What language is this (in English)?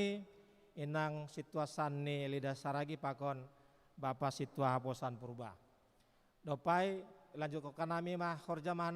Batak Simalungun